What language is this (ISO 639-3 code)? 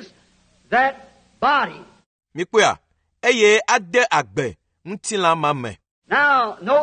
ewe